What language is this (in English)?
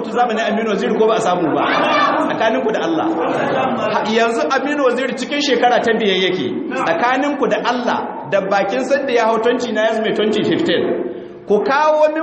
Hausa